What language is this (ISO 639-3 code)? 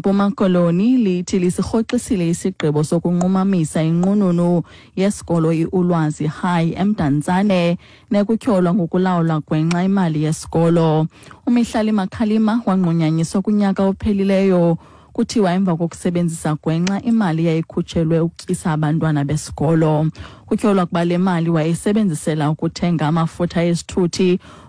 xho